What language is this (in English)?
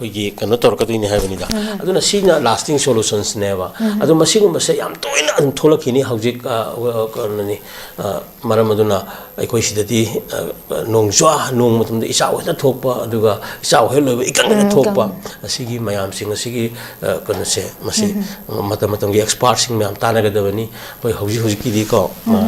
Manipuri